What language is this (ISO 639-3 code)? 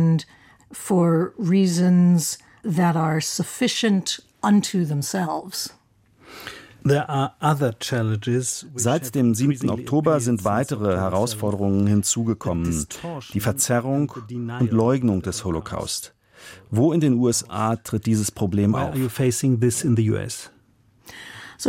deu